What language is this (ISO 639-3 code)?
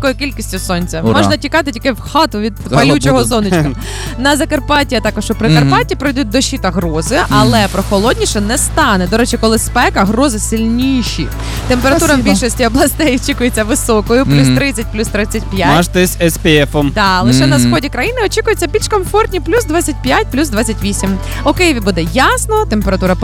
ukr